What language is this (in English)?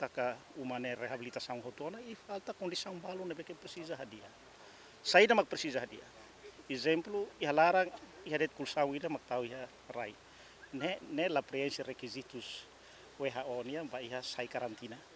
Tetum